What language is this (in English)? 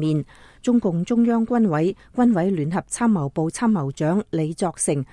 Cantonese